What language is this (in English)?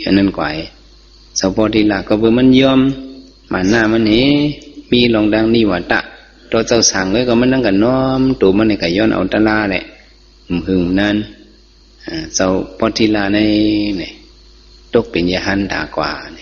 Shan